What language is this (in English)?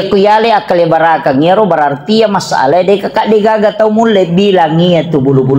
Buginese